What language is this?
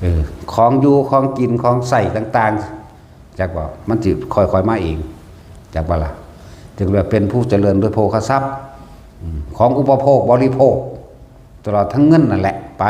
Northeastern Thai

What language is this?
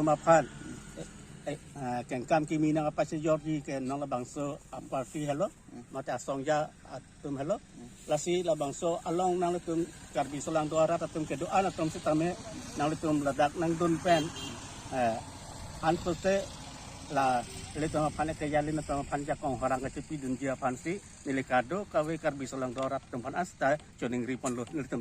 Karbi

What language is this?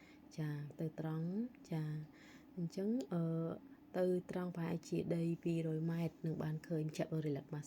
Khmer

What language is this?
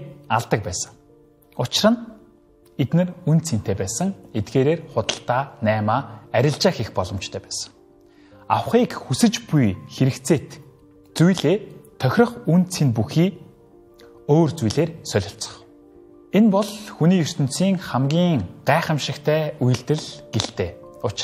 Mongolian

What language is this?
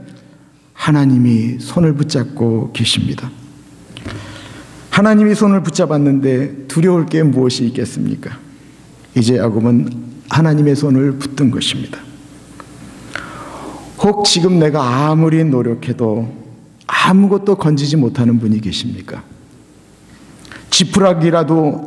Korean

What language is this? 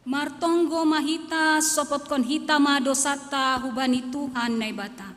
Batak Simalungun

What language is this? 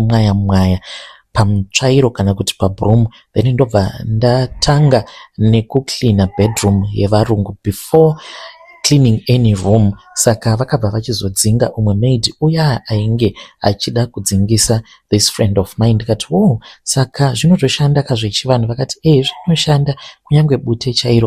Shona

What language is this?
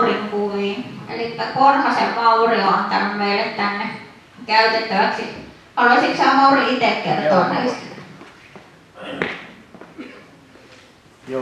Finnish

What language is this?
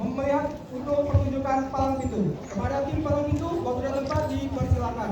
Betawi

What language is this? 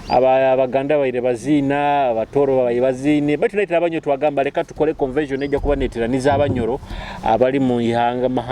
Nyoro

